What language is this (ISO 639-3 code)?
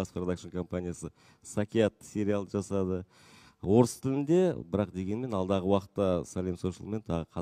kaz